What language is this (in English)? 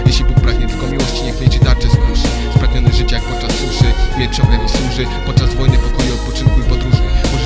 Polish